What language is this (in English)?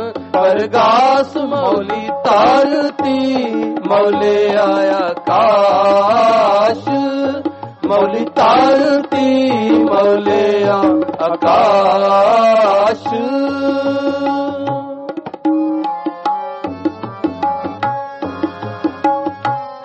Punjabi